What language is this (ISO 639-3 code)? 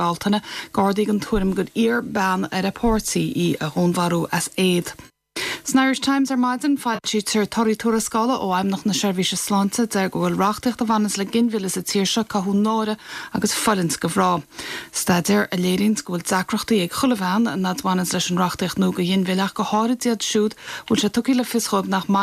gle